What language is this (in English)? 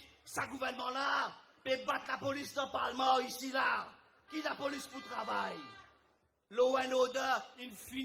Morisyen